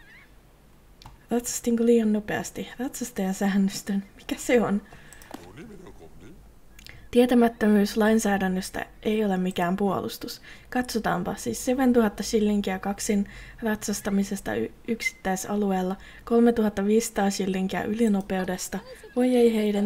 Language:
Finnish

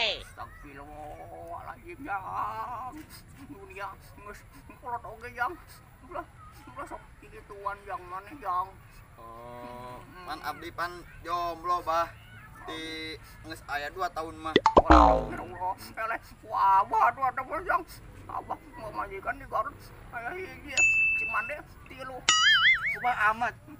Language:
Sundanese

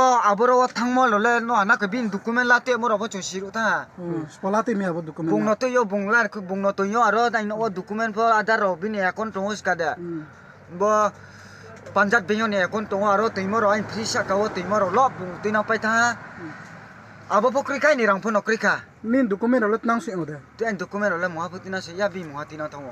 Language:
Riang (India)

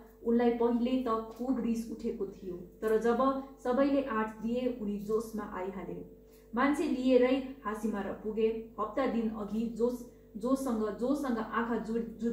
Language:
Nepali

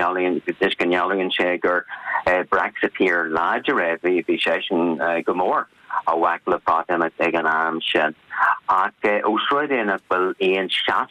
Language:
Irish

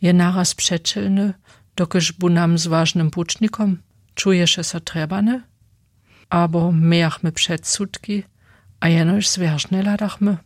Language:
Upper Sorbian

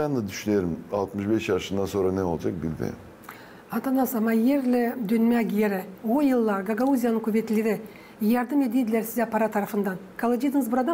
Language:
Gagauz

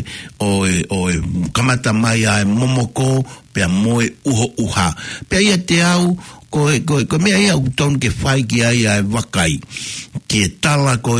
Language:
Tongan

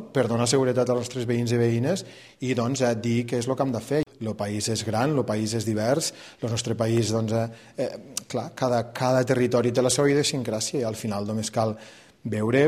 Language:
Catalan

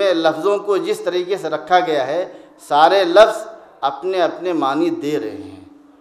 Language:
Urdu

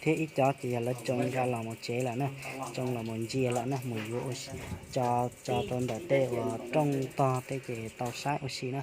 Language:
Hmong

